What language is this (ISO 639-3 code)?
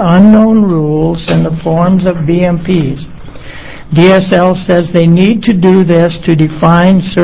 eng